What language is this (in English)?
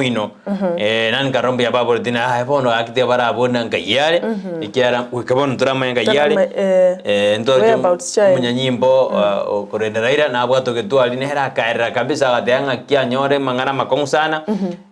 Gusii